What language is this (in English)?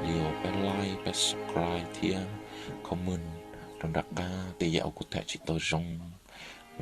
Hmong